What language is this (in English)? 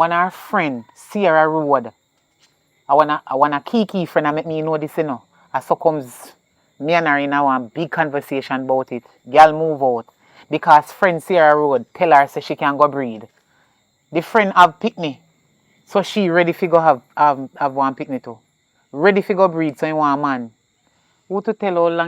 Jamaican Creole English